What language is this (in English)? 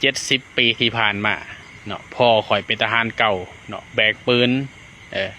Lao